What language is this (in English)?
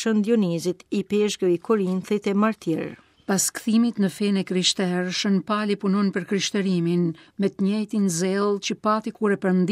Albanian